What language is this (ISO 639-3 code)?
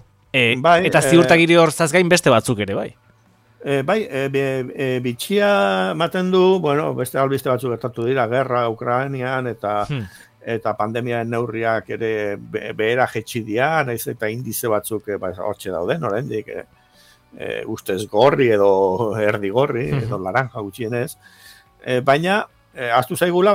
eus